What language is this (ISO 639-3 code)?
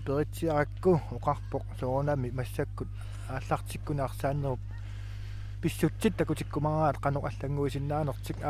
kal